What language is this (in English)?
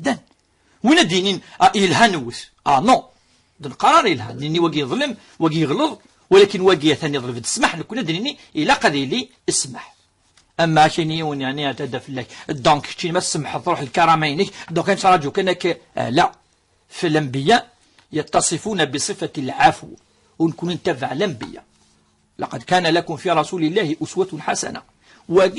Kabyle